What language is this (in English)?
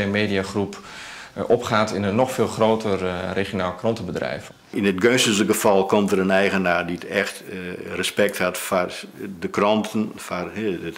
Western Frisian